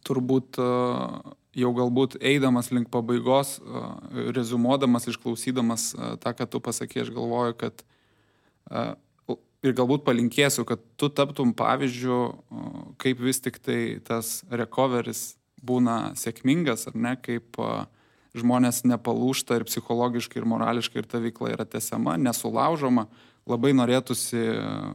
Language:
Lithuanian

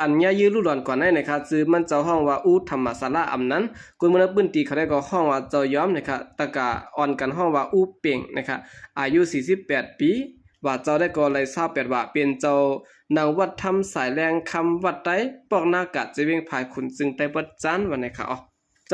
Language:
Shan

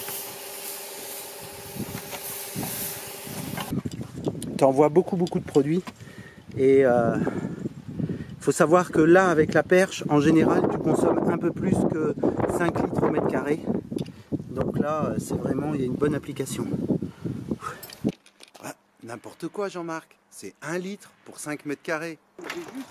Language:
French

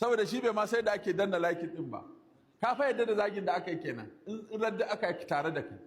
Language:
Hausa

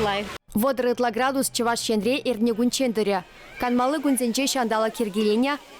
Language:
Chuvash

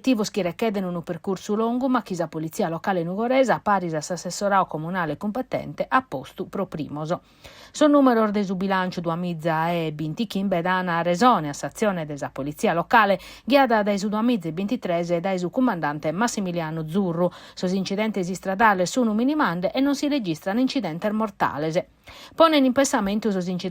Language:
Sardinian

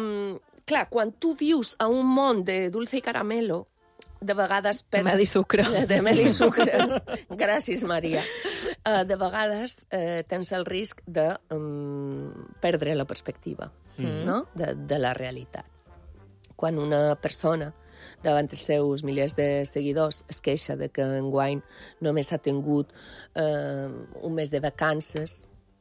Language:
Catalan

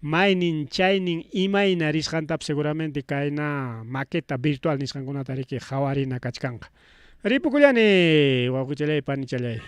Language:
Ayacucho Quechua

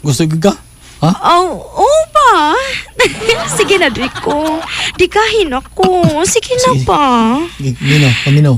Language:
Cebuano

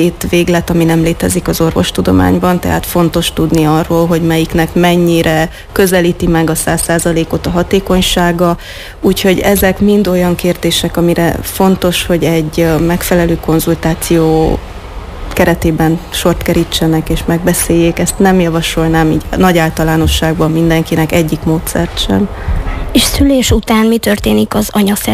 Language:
Hungarian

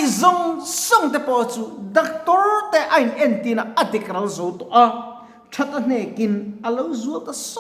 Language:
Mizo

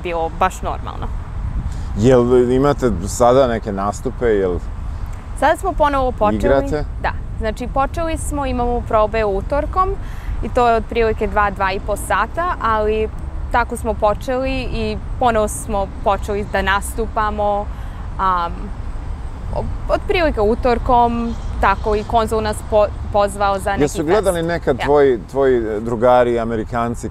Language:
Serbian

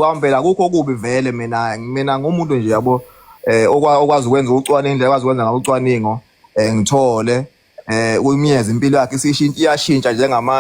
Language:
Zulu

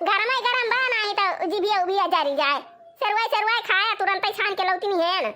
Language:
Awadhi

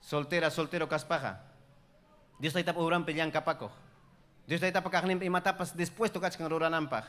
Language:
Ayacucho Quechua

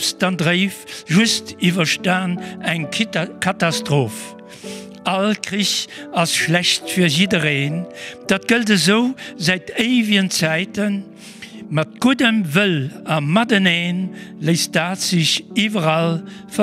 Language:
Luxembourgish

